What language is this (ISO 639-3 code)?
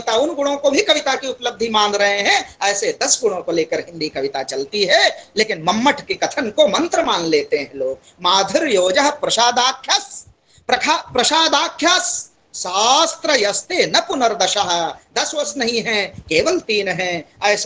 hin